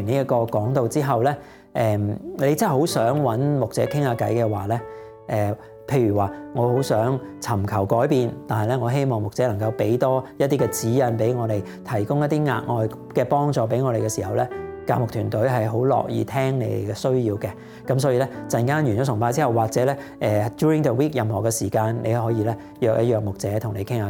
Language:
Cantonese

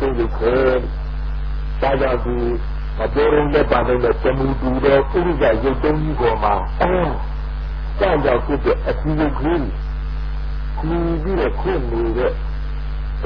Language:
Burmese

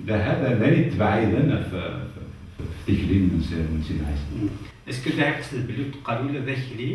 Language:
Kabyle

